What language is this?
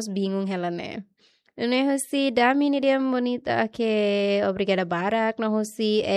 Tetum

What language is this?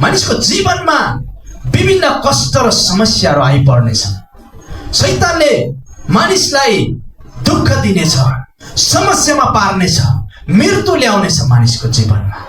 Nepali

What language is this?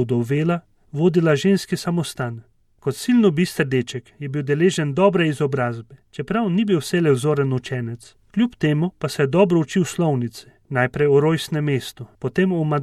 Slovenian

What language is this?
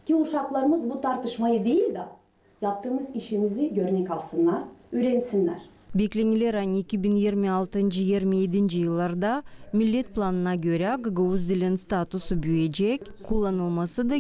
Gagauz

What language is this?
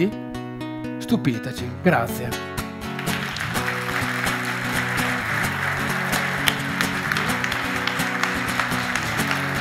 Italian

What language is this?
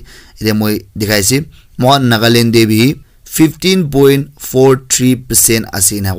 Naga Pidgin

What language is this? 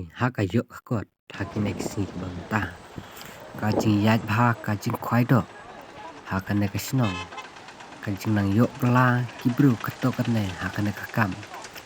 Khasi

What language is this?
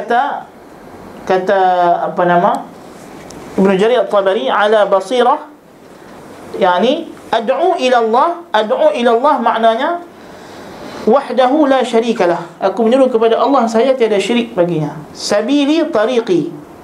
Malay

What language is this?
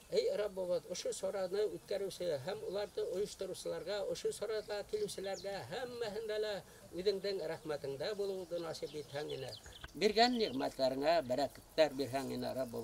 Bashkir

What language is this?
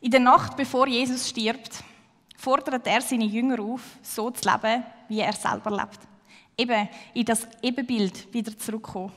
Swiss German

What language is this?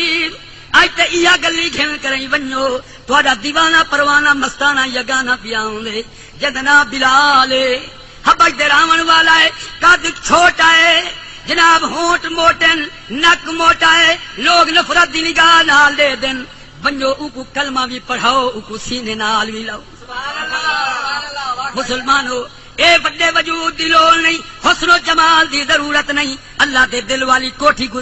Saraiki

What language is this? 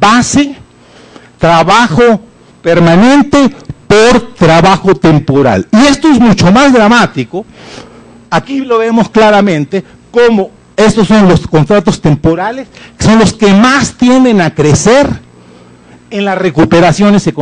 Spanish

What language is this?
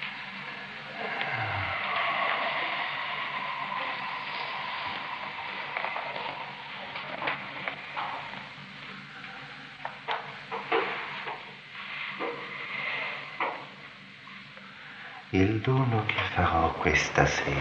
Italian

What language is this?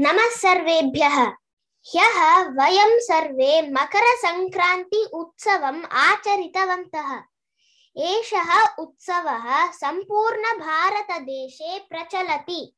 Sanskrit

